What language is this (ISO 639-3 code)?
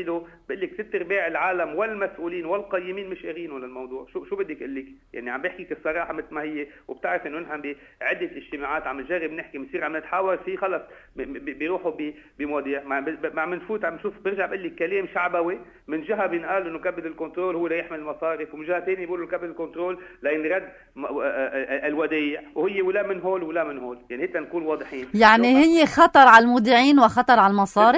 apc